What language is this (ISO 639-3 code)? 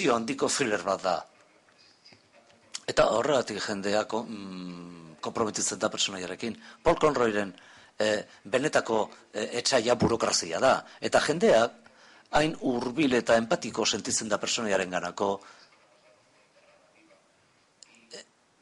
eus